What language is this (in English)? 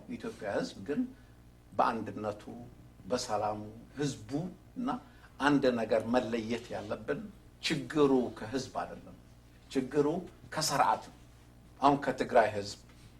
Amharic